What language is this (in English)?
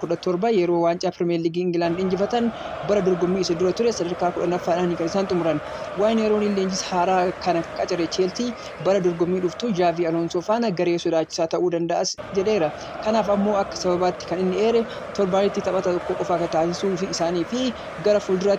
Oromo